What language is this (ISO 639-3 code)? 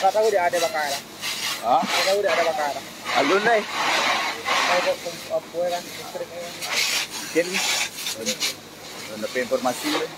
min